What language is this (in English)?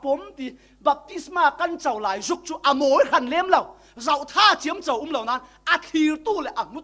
Falam Chin